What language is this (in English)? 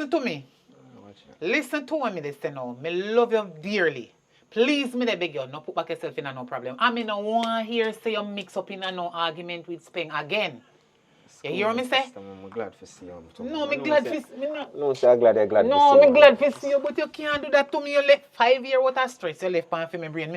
Jamaican Creole English